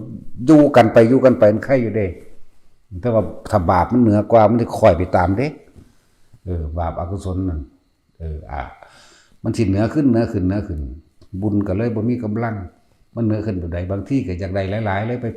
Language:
Northeastern Thai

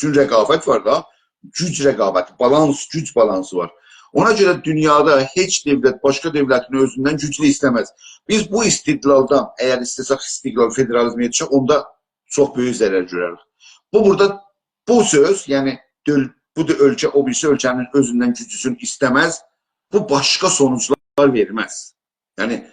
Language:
South Azerbaijani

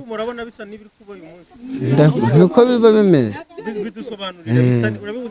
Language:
Kinyarwanda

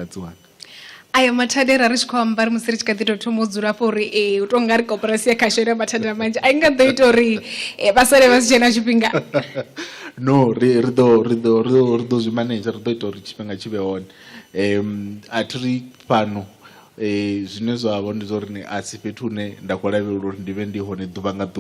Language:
Venda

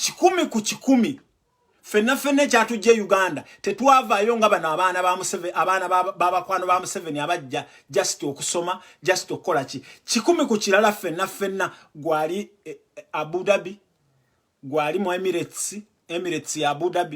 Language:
Ganda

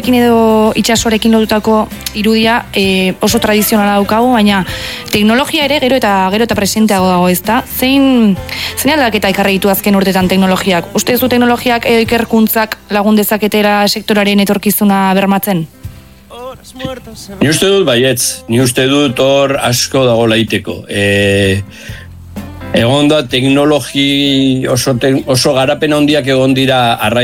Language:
Basque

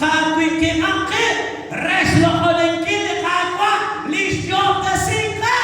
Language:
Kekchí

